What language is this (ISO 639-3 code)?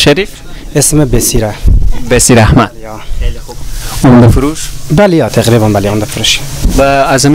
fas